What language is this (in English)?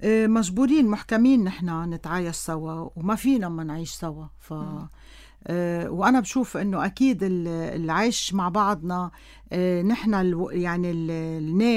North Levantine Arabic